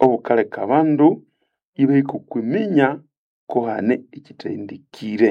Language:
Nande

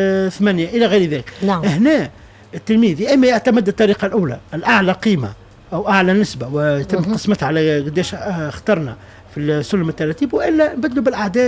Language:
Tunisian Arabic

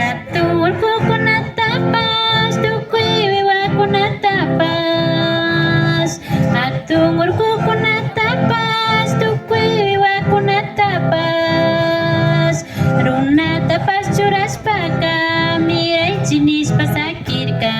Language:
Imbabura Highland Quichua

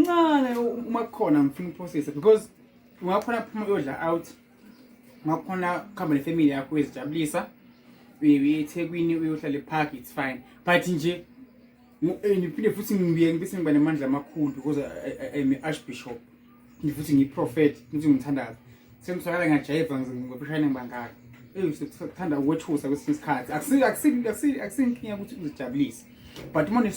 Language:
Zulu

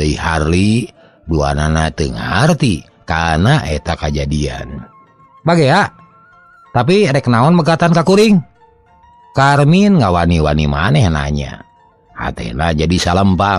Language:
Sundanese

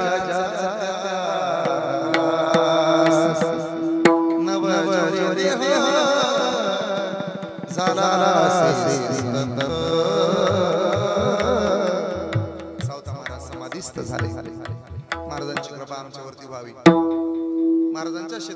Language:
Marathi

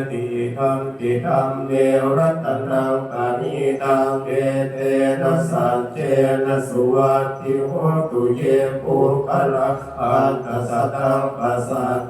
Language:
Pali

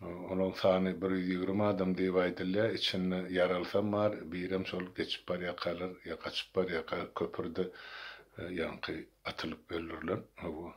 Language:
Turkmen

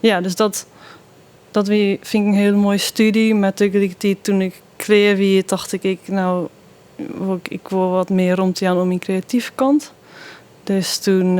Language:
Western Frisian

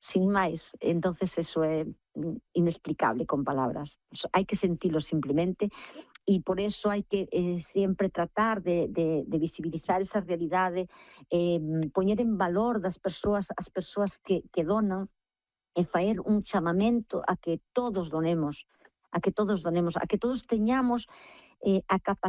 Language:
Galician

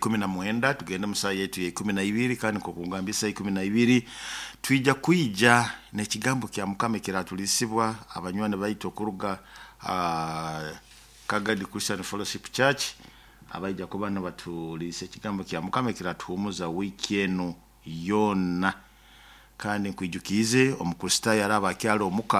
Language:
Nyoro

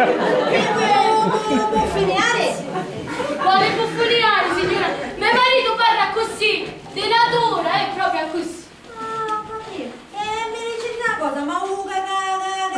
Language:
Sicilian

